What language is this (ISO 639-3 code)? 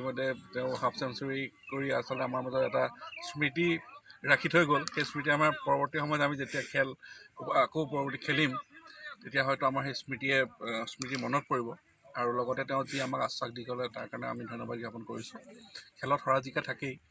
asm